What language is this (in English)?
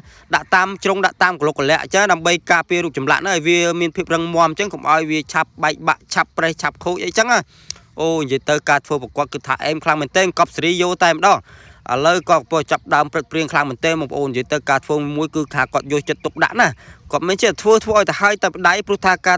Khmer